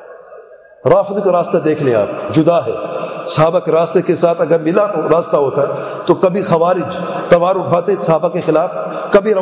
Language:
Urdu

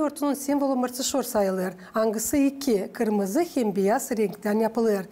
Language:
Gagauz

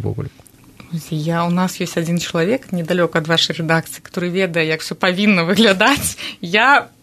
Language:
Belarusian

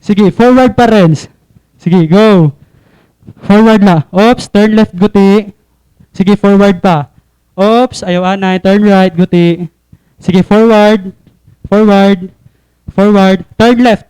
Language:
Waray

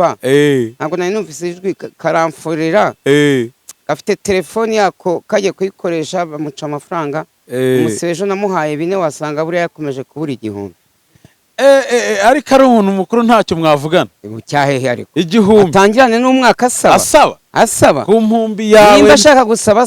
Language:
Kinyarwanda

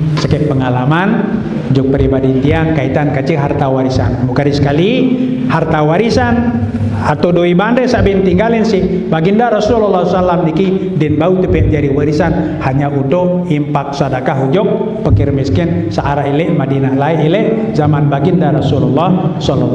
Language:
Sasak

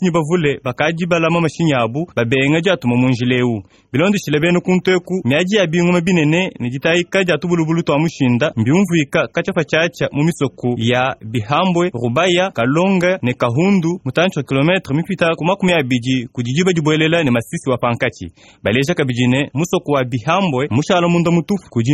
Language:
Luba-Lulua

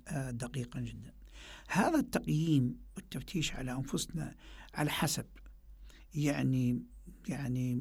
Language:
Arabic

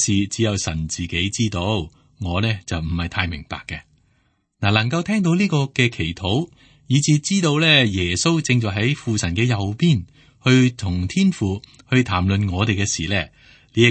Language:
Cantonese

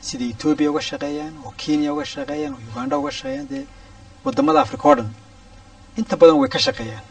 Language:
Somali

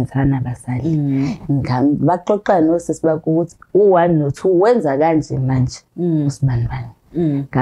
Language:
Zulu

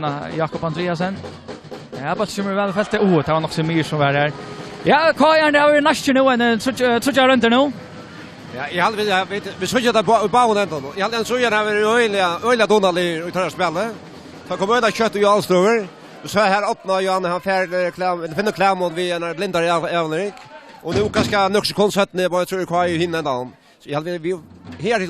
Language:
Faroese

